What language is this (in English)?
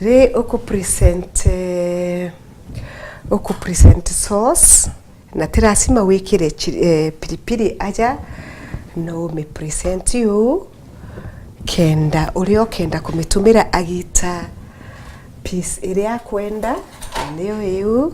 Meru